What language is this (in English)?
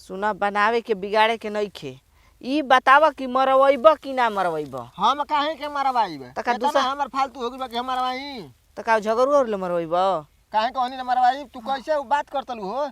Bhojpuri